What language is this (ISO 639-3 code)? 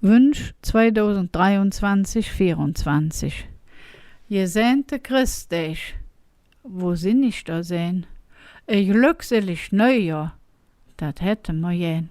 ksh